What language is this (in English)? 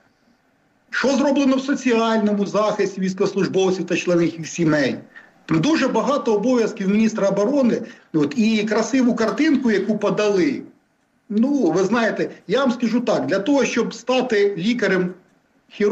Ukrainian